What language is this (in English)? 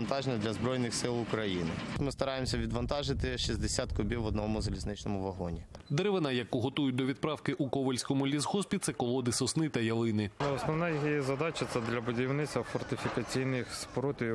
Ukrainian